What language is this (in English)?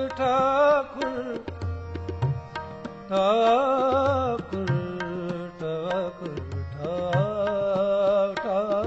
Punjabi